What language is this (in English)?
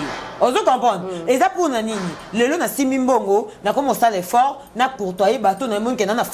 Lingala